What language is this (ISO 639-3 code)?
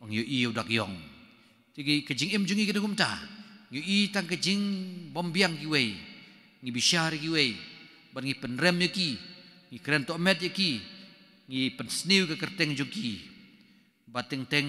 kha